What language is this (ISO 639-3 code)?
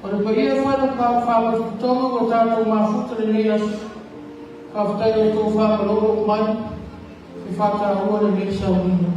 smo